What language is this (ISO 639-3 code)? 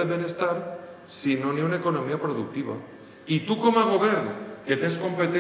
cat